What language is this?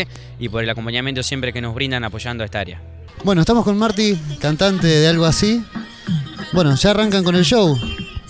Spanish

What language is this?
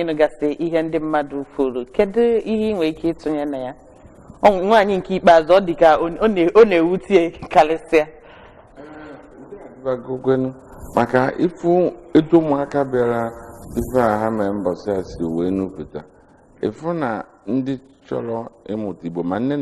Igbo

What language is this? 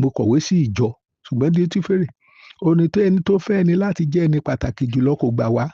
Yoruba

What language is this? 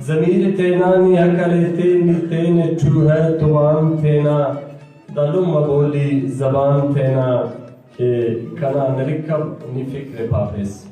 Brahui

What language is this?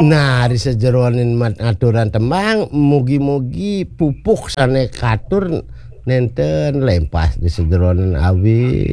Balinese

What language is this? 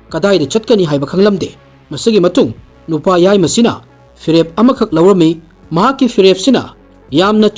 Manipuri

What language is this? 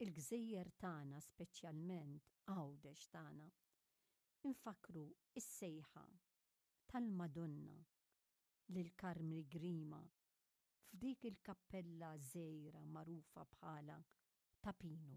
Maltese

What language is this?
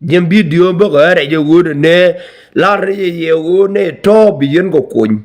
Nuer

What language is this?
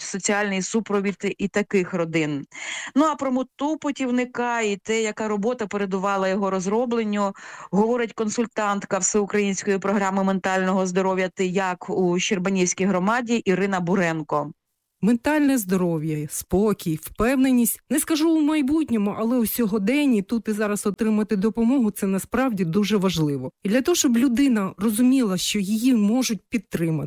Ukrainian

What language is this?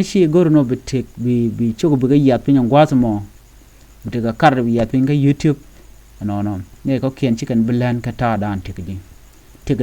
Nuer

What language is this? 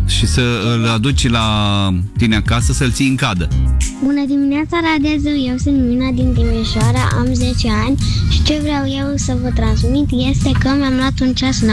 Romanian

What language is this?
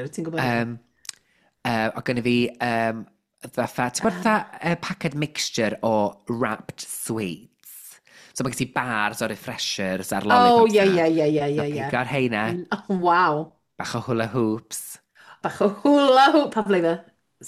Welsh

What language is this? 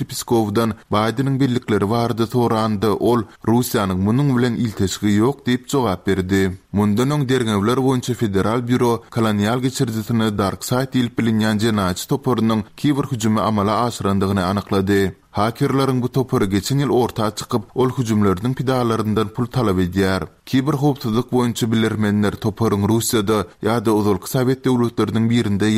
Turkmen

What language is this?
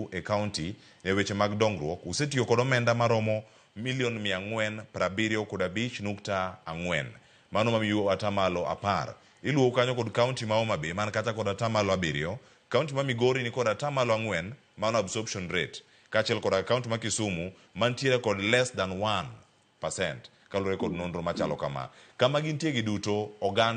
Luo (Kenya and Tanzania)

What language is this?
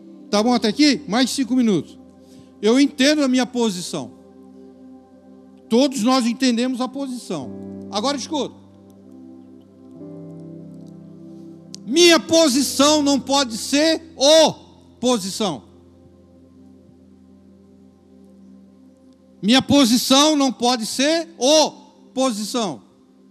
Portuguese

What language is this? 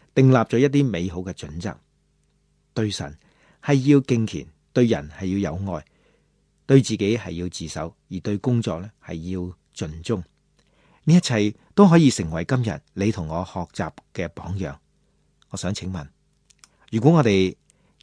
Cantonese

